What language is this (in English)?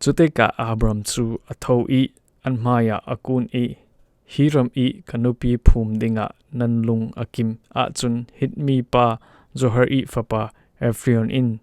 Falam Chin